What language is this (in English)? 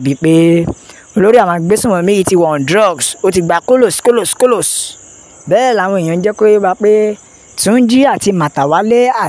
Yoruba